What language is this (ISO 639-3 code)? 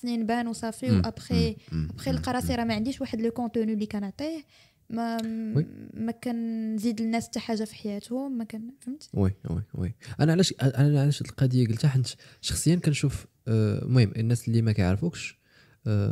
ary